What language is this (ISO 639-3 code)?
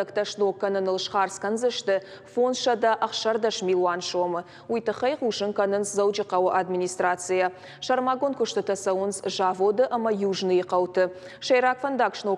oss